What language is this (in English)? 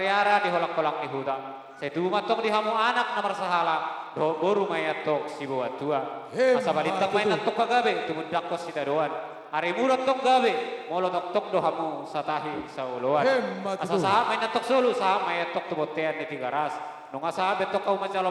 Batak Toba